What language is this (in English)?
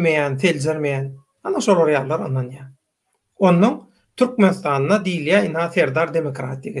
Turkmen